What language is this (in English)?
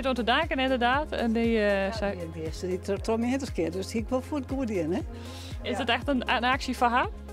Western Frisian